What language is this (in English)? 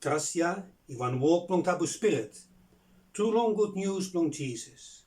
Bislama